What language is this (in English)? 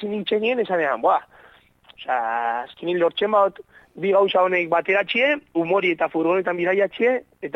Basque